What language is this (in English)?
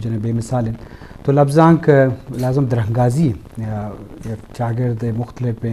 Eastern Balochi